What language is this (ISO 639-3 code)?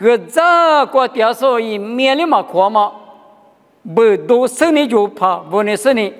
lis